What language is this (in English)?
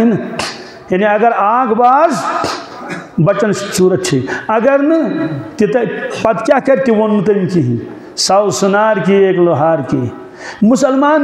Kashmiri